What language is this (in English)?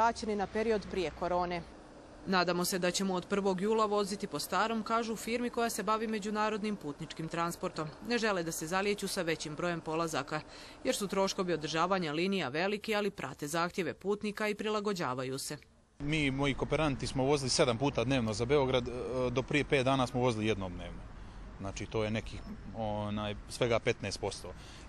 Bosnian